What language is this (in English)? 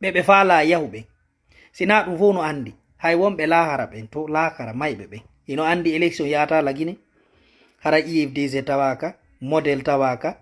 Fula